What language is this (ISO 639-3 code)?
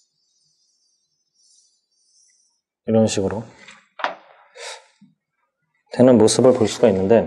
kor